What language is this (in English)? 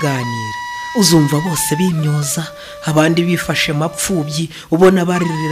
Kinyarwanda